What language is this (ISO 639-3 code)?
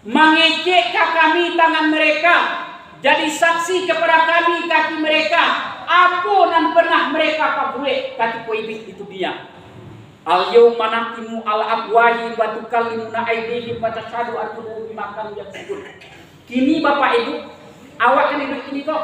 min